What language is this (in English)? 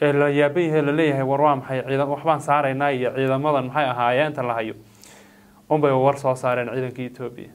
Somali